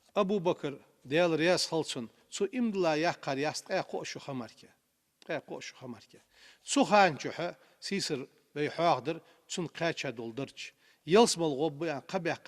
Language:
Ingush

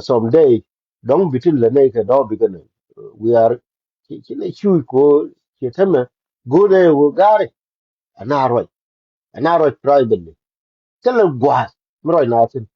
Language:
Nuer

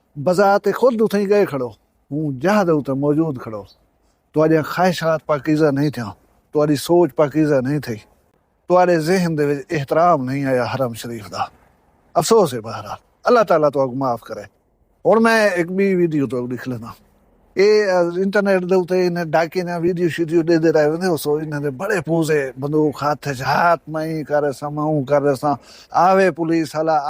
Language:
Saraiki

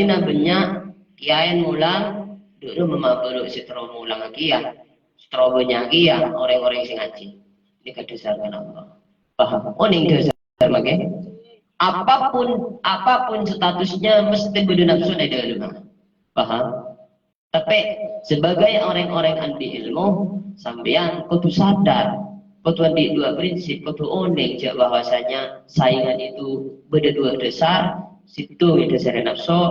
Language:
Madurese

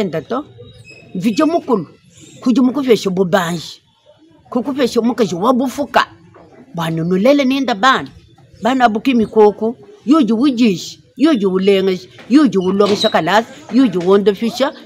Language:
Luba-Lulua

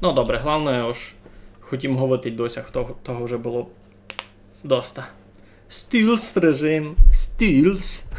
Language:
Rusyn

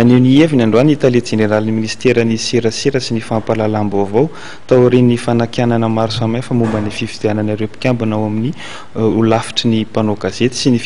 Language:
Malagasy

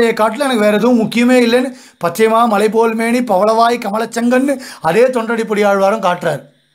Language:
Tamil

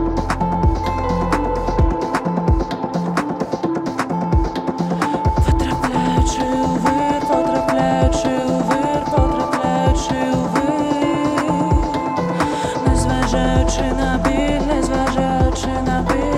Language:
Ukrainian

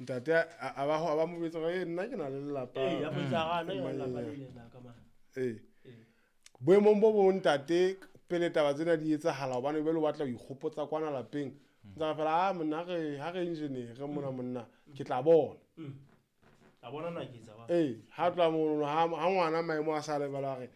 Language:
Southern Sotho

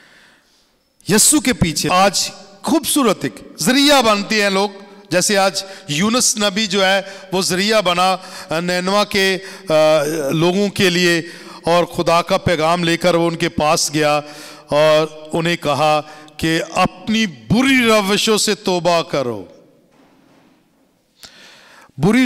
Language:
Urdu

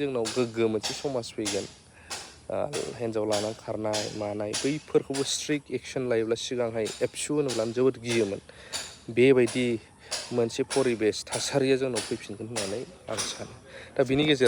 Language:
Bodo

